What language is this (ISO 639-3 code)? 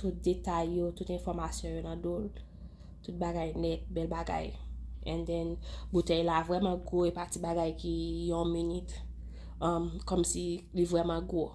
hat